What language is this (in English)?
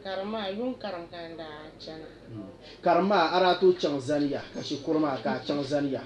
Dagbani